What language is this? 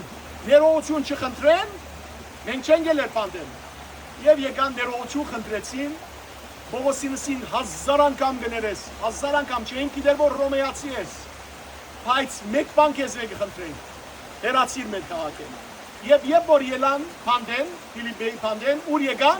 Western Armenian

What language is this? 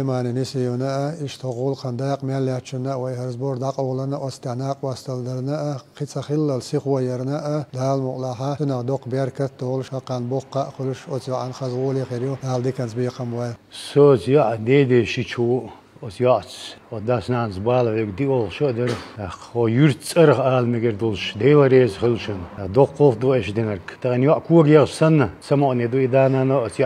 Chechen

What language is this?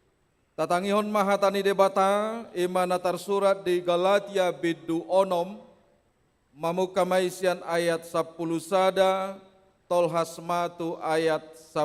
Batak Toba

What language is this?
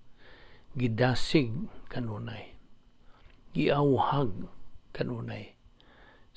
Cebuano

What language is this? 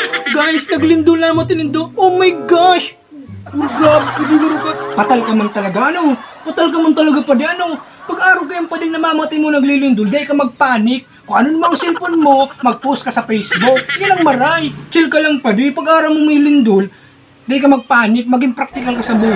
Bikol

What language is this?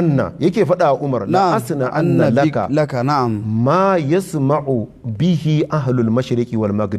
Hausa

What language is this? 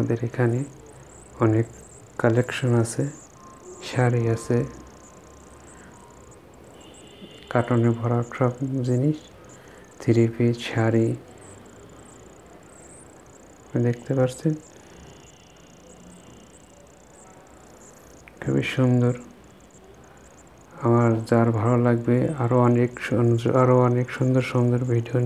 Bangla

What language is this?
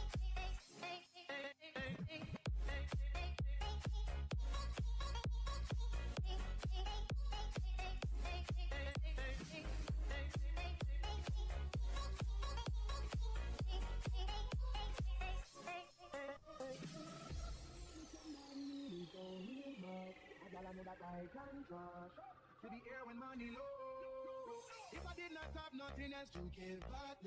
Hungarian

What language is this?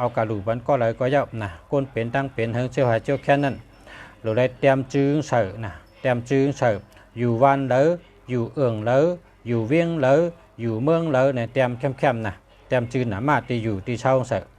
Shan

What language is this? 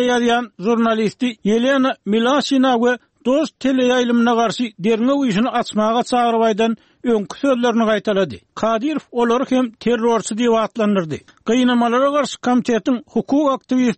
Turkmen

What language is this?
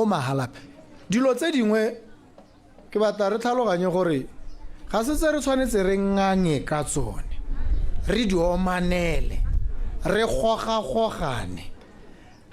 Tswana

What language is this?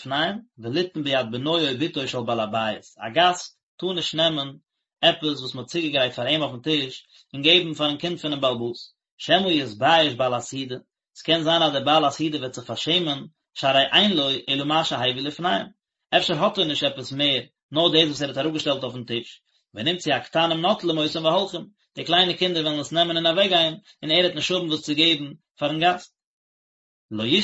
Yiddish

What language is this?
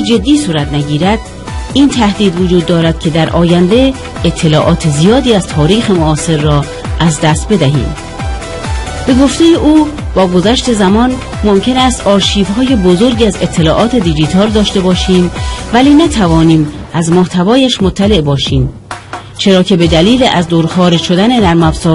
Persian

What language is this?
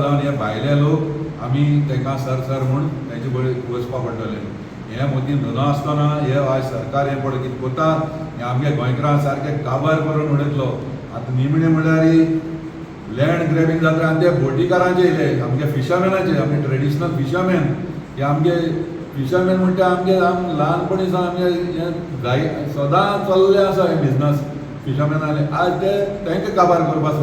Konkani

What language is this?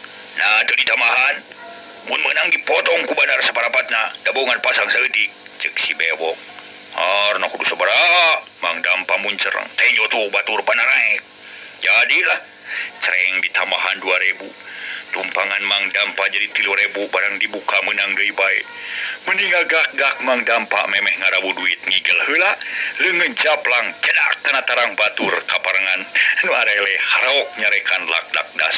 Sundanese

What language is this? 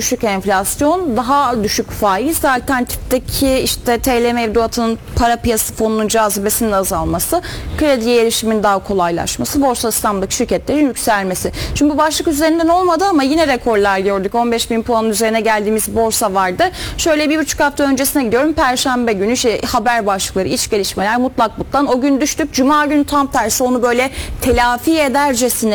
Turkish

